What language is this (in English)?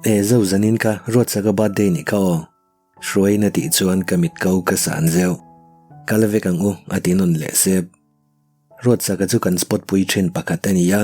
Mizo